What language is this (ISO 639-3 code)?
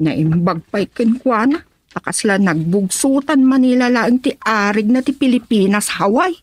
ilo